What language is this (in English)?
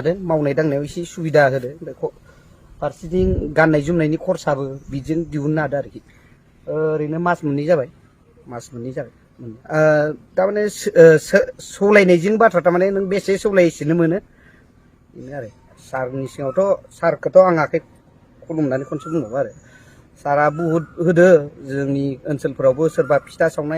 Bodo